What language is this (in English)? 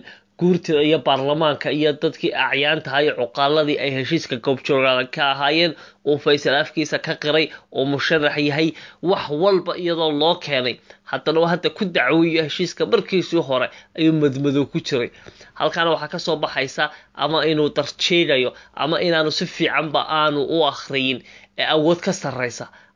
Somali